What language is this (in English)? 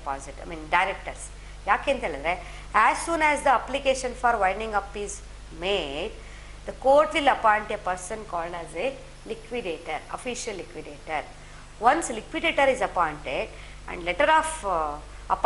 Kannada